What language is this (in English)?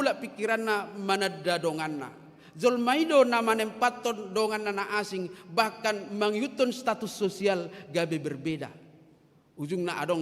Batak Toba